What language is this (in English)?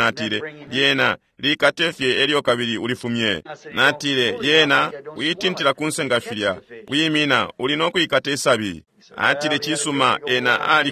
Bemba